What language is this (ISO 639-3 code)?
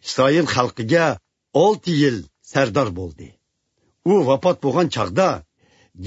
uig